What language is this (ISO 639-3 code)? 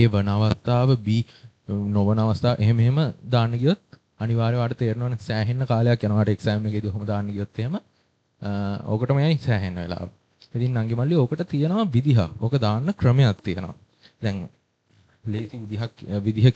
sin